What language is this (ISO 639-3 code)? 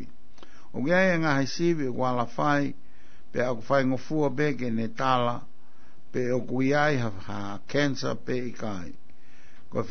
ton